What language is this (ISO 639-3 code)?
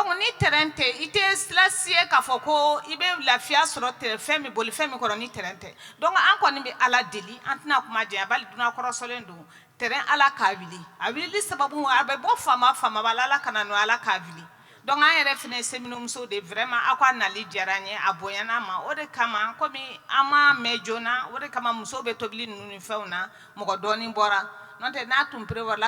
bam